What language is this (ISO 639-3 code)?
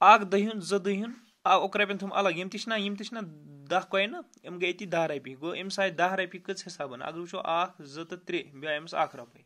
kas